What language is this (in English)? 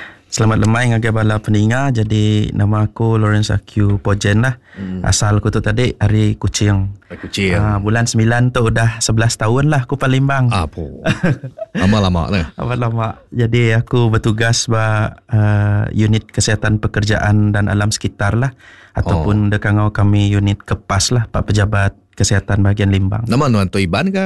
Iban